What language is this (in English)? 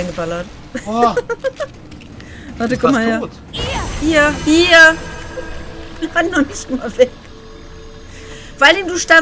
German